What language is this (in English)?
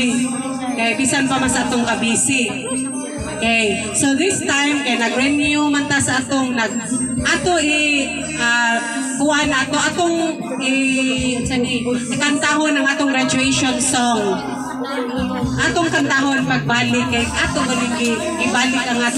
Cebuano